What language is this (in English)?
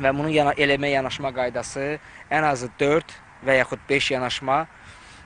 Azerbaijani